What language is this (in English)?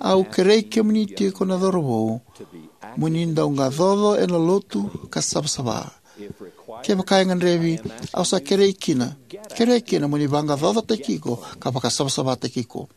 Fijian